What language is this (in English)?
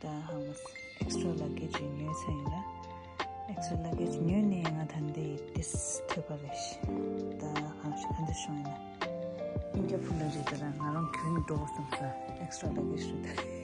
Tibetan